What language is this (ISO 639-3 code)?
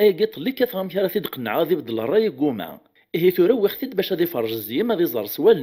kab